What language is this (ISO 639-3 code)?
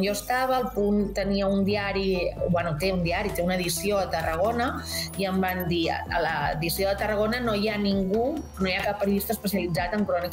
cat